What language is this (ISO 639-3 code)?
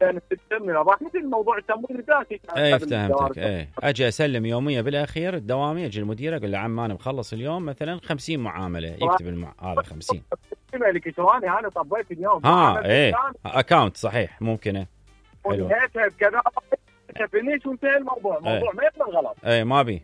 acm